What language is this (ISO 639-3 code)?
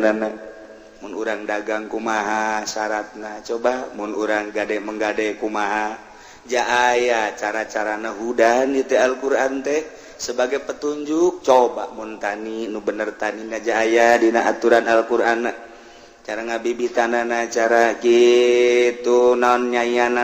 sun